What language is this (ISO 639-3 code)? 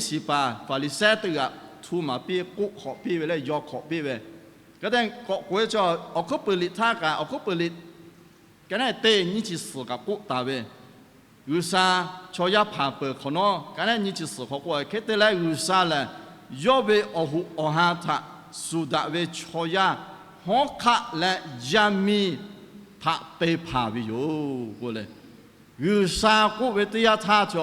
lhu